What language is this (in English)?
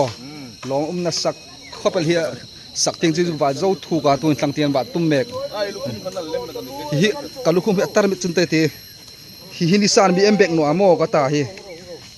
Hmar